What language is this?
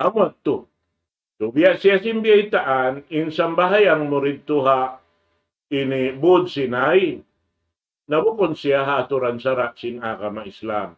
Tausug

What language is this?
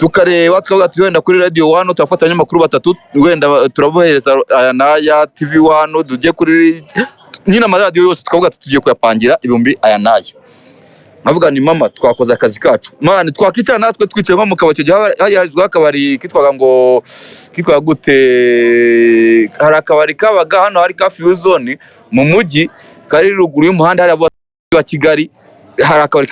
Kinyarwanda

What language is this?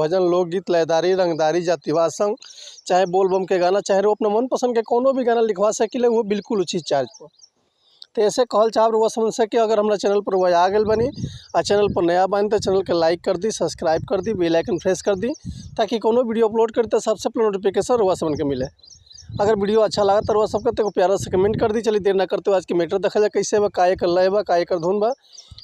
Bhojpuri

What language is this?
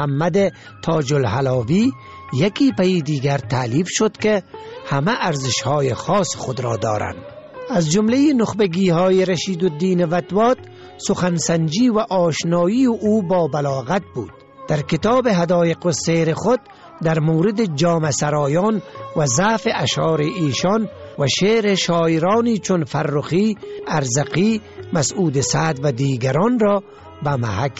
Persian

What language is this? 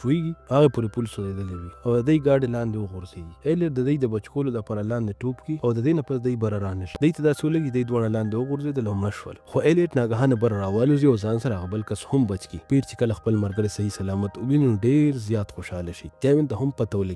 Pashto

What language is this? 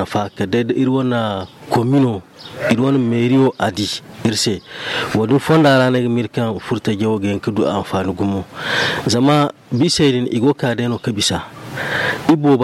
Zarma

